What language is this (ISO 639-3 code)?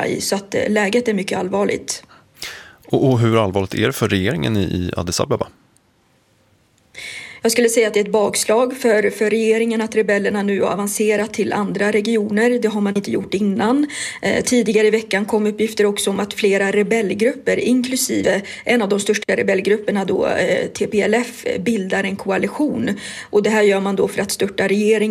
swe